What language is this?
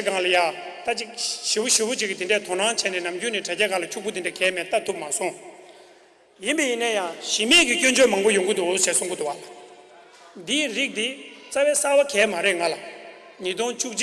Tibetan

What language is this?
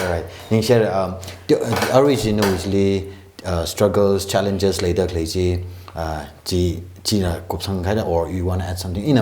Tangkhul Naga (India)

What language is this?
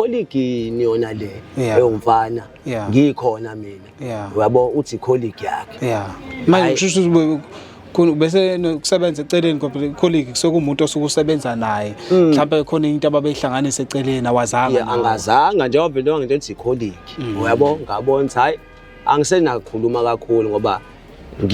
Zulu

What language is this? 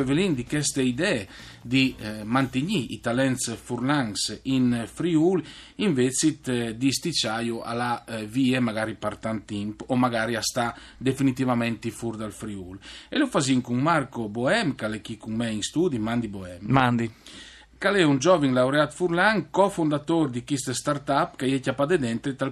Friulian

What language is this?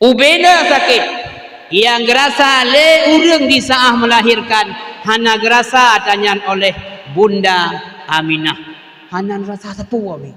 Achinese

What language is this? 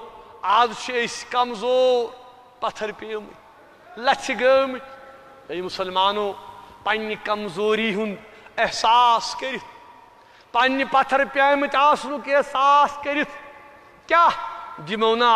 Kashmiri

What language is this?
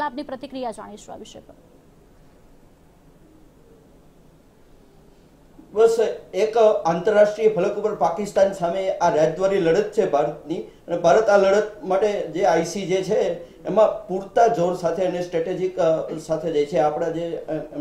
Gujarati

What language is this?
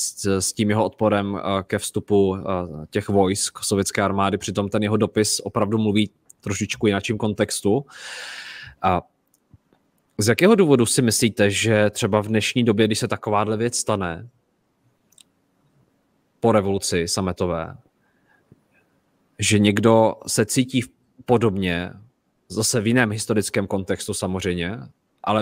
Czech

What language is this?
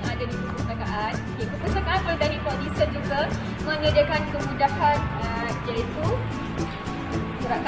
Malay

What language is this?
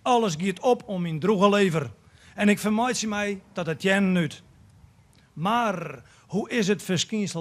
Western Frisian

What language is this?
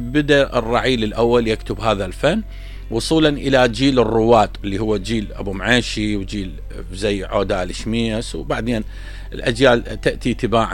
Mesopotamian Arabic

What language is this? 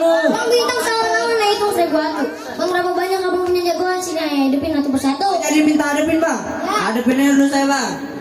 Betawi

